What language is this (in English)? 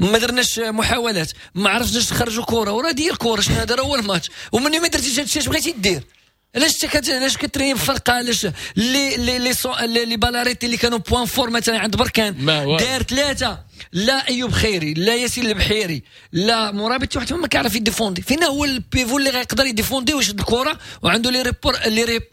Moroccan Arabic